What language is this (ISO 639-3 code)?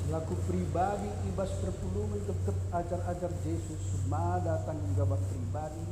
btx